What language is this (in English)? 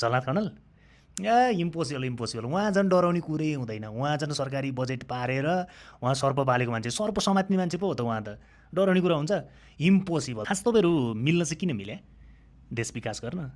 Nepali